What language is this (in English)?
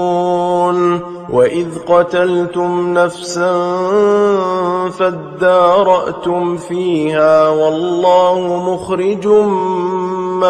Arabic